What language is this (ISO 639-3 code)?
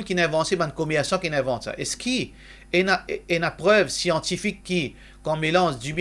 mfe